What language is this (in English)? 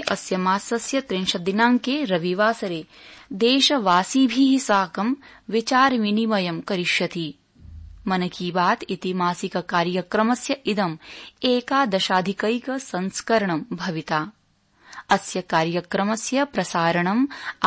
Sanskrit